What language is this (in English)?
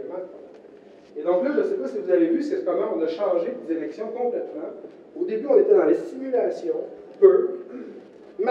French